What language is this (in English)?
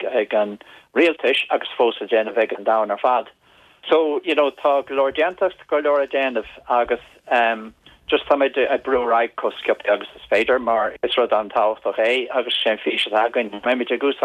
Irish